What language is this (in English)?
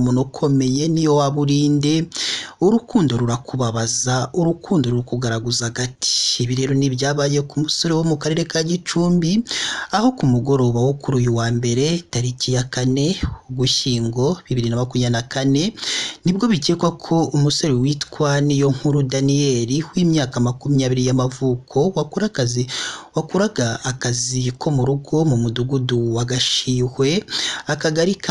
Kinyarwanda